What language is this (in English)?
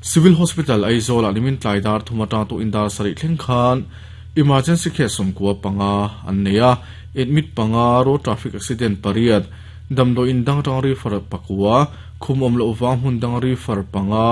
Mizo